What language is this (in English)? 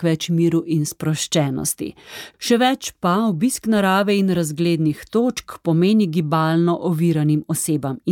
Slovenian